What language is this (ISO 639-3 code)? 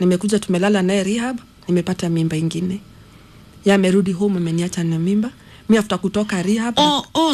swa